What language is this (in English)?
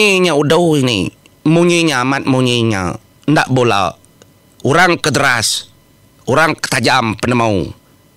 Iban